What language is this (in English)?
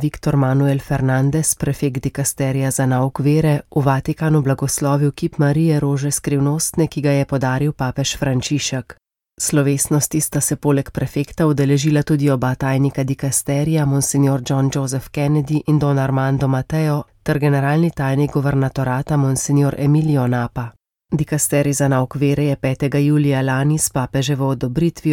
Slovenian